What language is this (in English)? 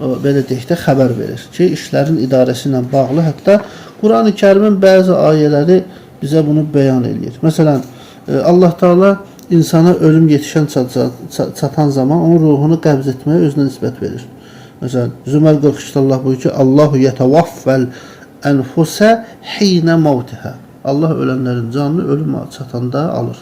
Azerbaijani